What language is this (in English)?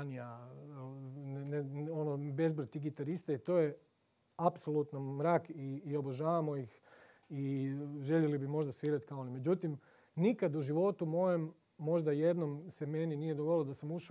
Croatian